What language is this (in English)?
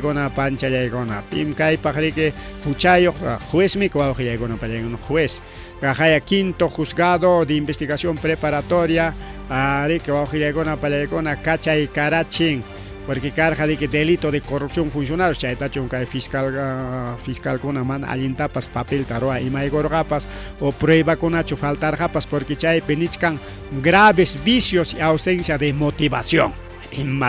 Ayacucho Quechua